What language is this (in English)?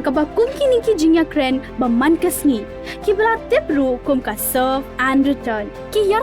Khasi